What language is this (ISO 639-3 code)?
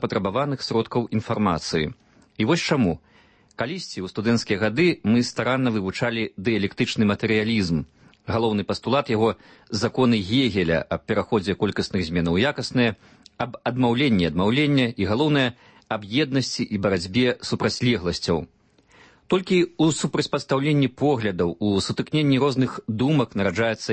bel